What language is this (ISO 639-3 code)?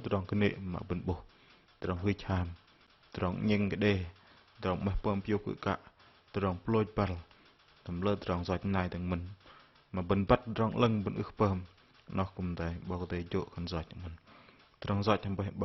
bdq